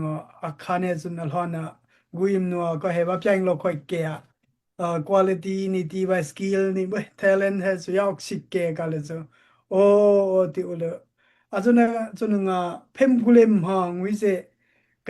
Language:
Daai Chin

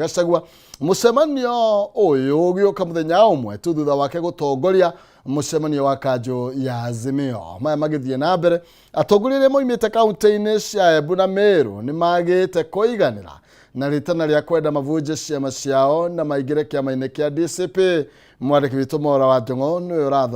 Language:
Kikuyu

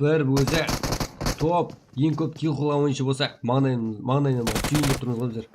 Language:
Kara-Kalpak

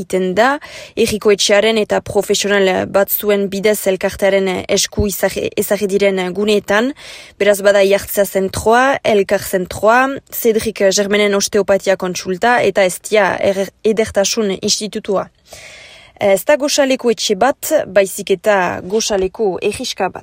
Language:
Basque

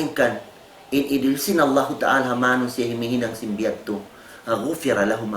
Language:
Tausug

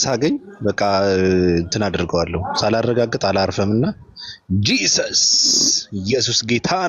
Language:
Amharic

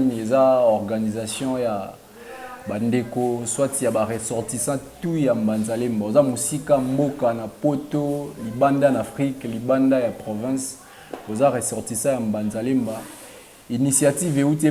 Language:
Lingala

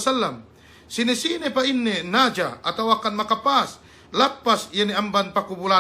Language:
Yakan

